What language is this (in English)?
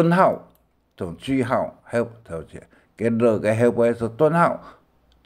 Hakka Chinese